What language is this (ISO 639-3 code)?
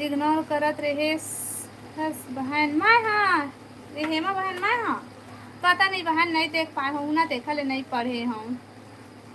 hne